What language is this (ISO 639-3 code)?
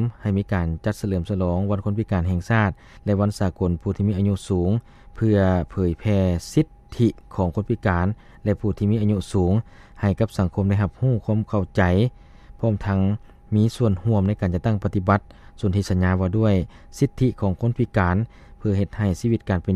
lao